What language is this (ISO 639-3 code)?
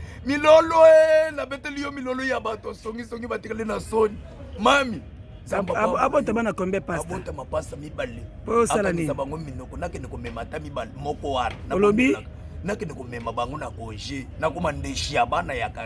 lin